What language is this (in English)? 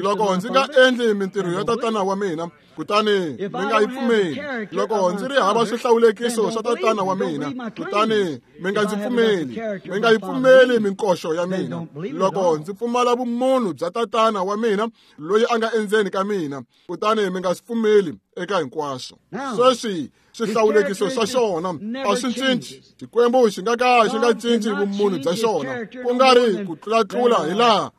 Tsonga